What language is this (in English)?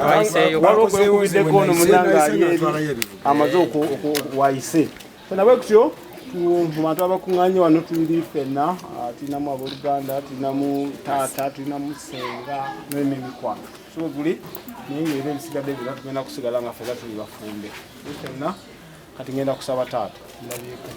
Ganda